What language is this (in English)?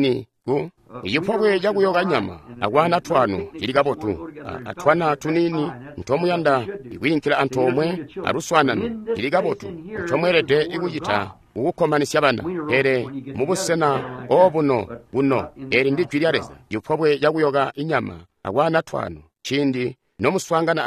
Tonga (Zambia)